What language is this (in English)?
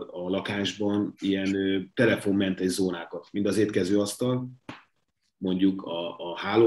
Hungarian